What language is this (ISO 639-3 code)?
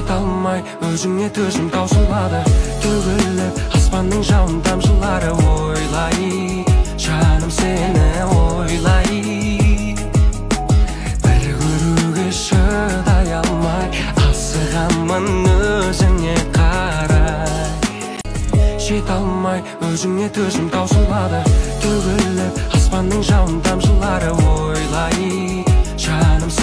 kaz